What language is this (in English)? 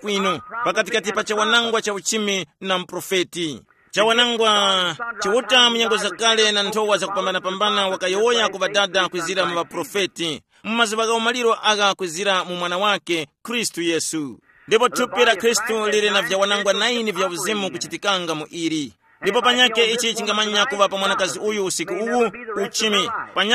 Tumbuka